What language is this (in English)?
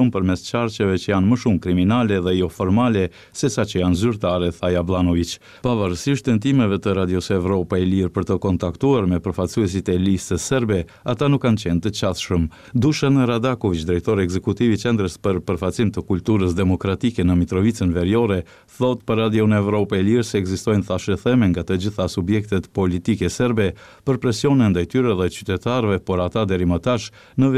Albanian